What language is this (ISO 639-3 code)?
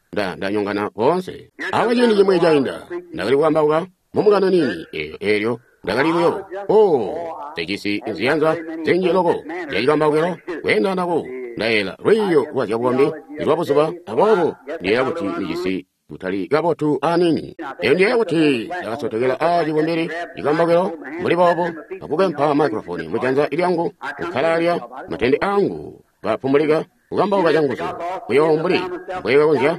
toi